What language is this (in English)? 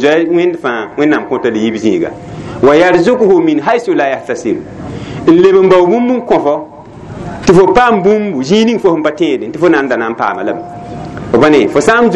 Mossi